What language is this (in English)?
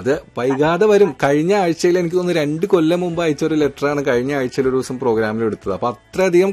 Malayalam